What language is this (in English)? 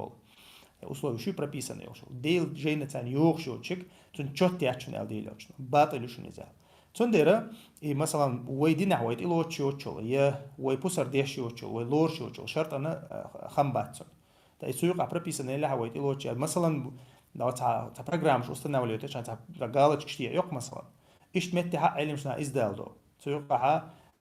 Chechen